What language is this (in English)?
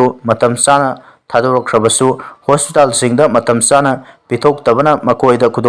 Manipuri